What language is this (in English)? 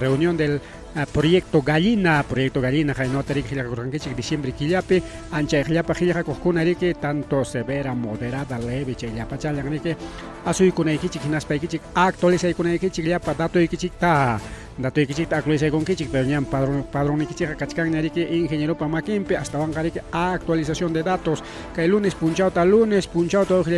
Ayacucho Quechua